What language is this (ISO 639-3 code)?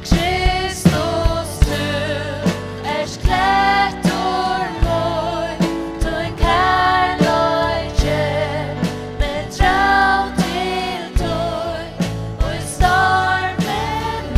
fao